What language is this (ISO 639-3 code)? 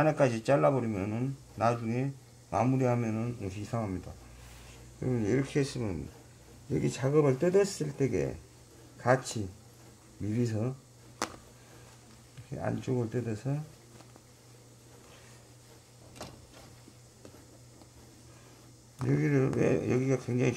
kor